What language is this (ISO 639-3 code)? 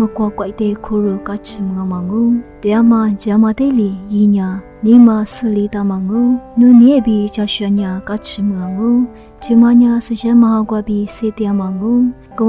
lis